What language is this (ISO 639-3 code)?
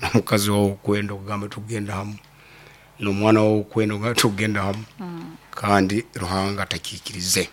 nyo